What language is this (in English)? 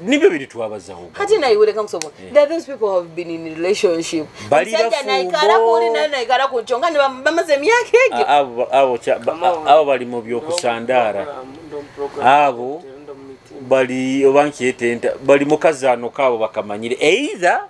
Nyoro